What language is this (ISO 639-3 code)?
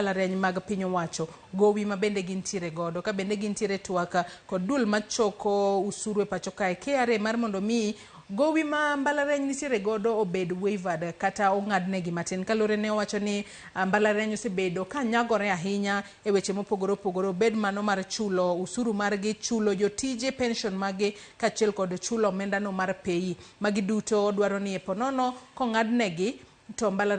luo